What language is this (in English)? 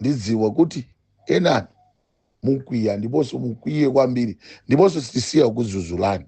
Nyanja